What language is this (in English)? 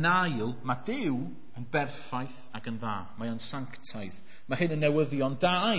Welsh